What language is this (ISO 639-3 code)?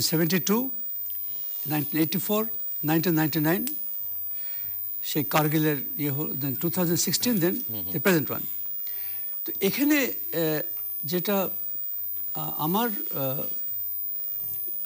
ben